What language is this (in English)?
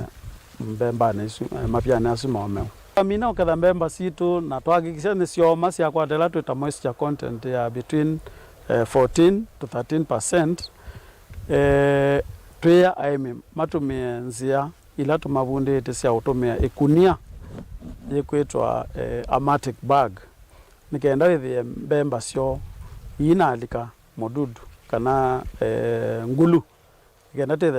Kamba